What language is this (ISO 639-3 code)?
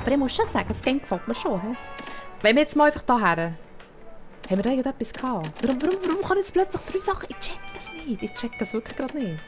gsw